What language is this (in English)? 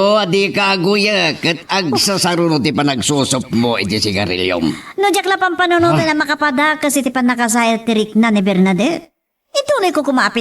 Iloko